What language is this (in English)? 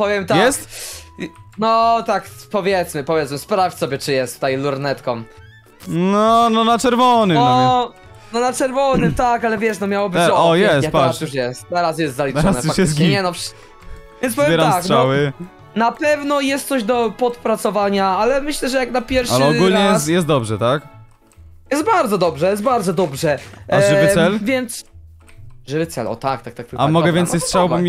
Polish